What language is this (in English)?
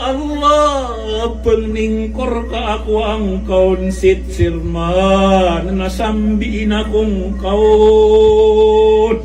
Maranao